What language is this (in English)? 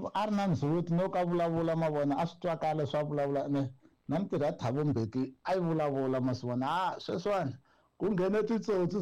Tsonga